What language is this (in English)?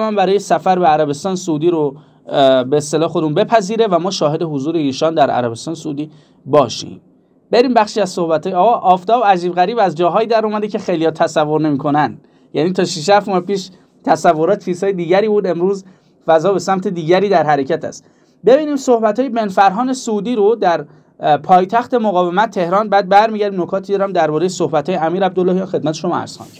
Persian